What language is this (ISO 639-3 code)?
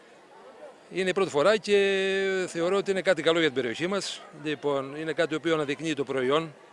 ell